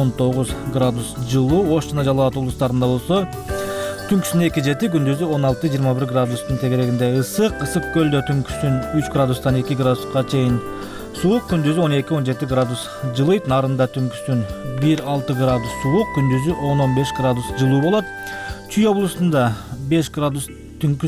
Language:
Kyrgyz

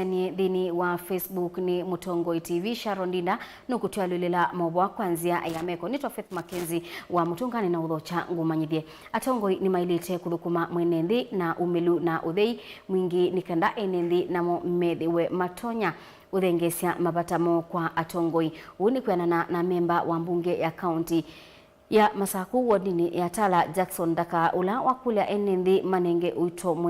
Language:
Kamba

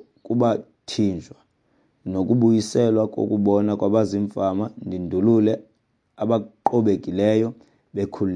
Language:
Xhosa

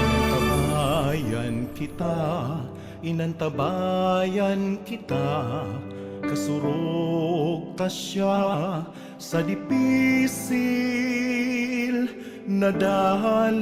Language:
Bikol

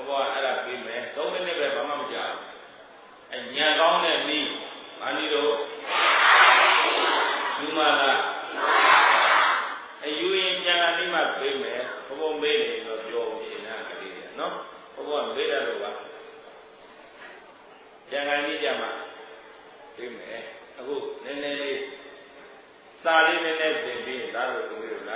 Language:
Burmese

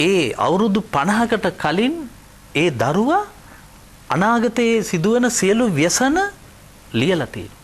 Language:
Sinhala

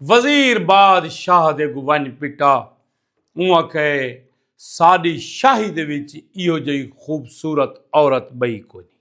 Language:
Saraiki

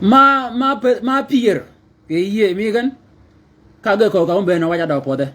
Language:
Shilluk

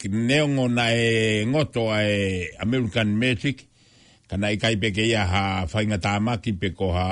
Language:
Tongan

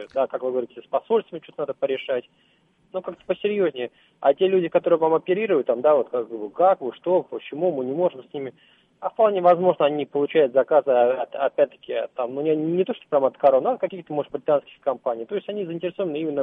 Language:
Russian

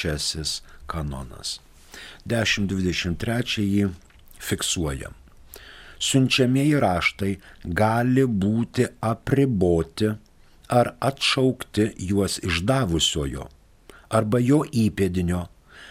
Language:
Lithuanian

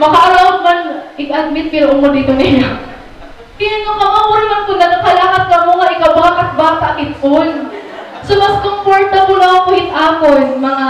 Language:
Waray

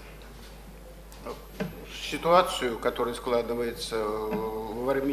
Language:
Russian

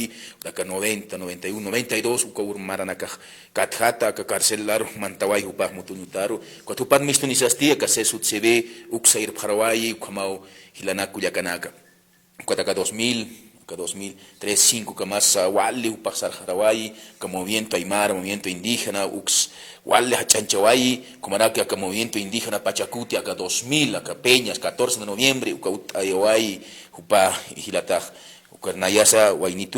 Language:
Aymara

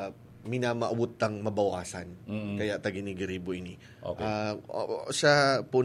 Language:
Bikol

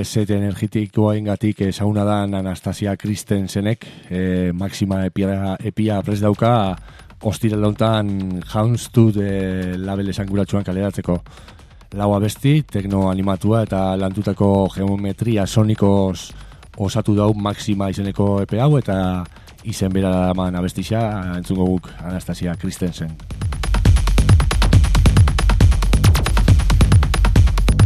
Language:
Basque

